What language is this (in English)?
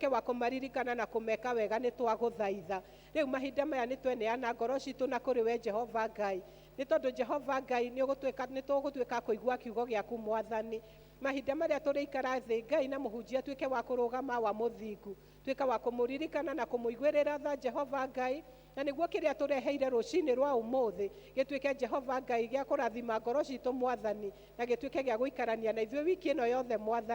Kikuyu